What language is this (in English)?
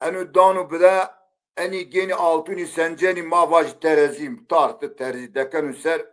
Zaza